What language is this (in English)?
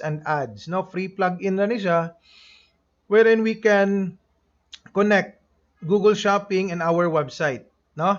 Cebuano